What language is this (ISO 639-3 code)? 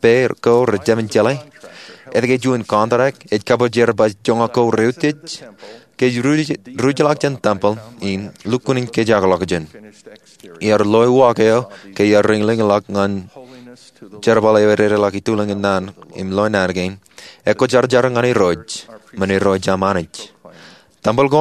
mah